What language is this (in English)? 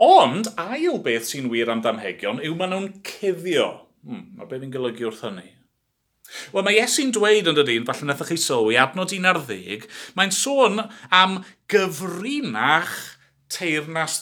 Welsh